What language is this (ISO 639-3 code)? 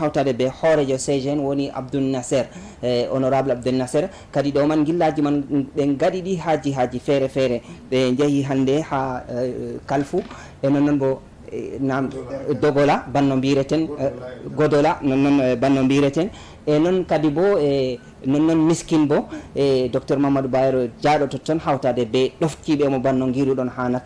ful